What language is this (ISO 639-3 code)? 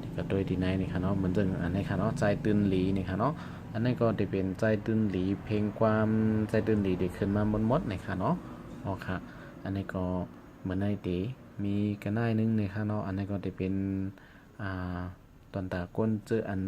shn